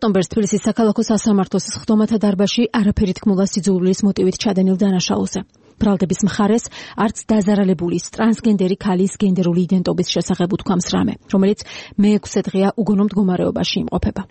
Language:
Georgian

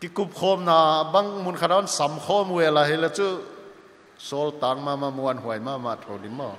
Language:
Paite Chin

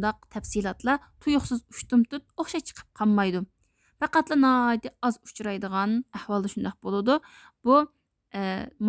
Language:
Uyghur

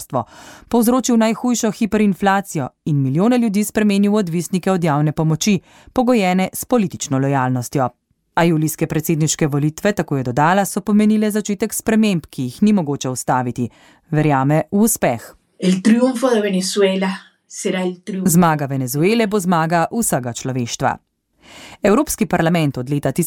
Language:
Slovenian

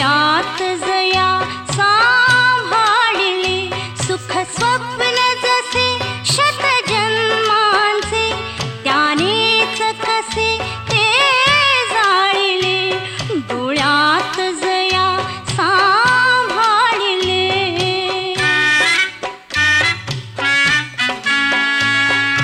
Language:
Marathi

